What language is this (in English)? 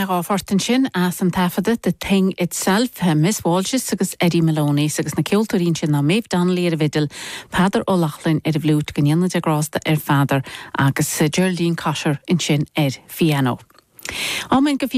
Irish